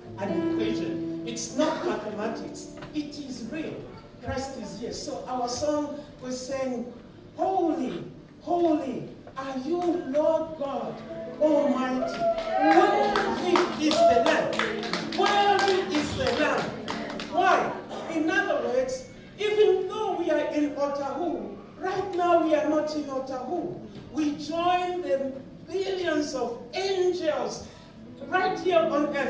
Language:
Tongan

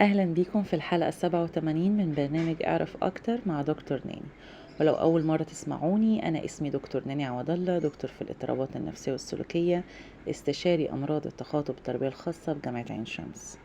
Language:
Egyptian Arabic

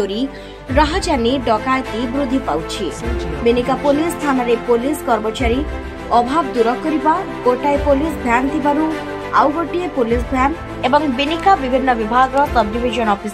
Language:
Odia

